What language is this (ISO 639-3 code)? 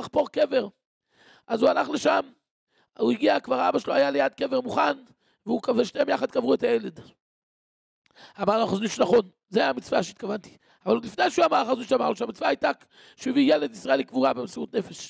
heb